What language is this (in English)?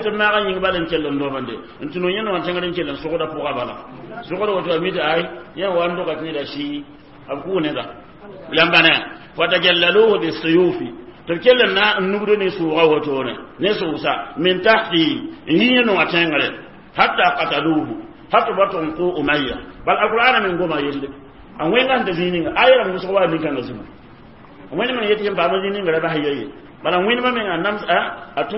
Mossi